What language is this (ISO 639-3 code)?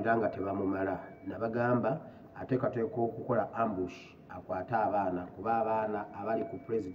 lug